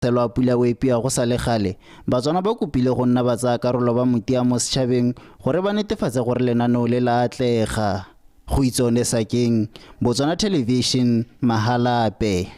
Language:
Tswana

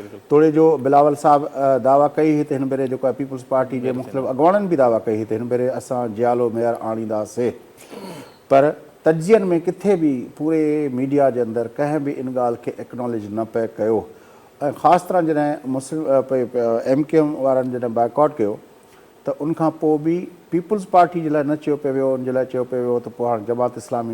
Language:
Sindhi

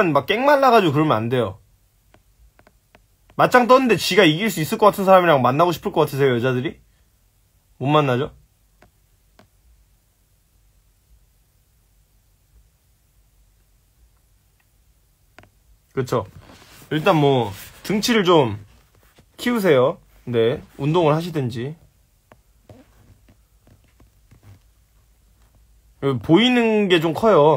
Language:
Korean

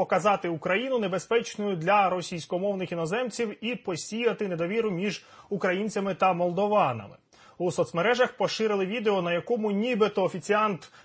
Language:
Ukrainian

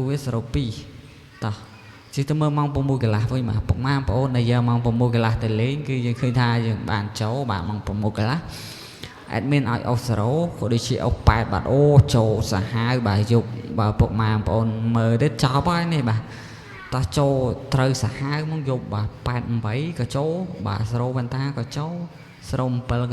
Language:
Khmer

